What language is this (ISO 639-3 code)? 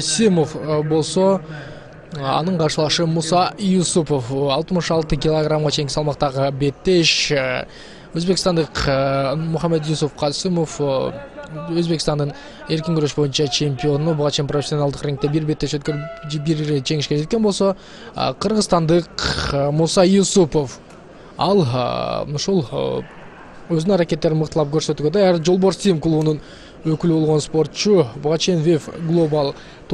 kir